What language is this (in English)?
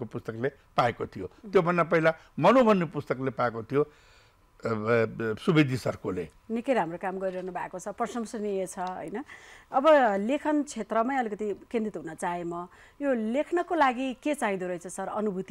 Nepali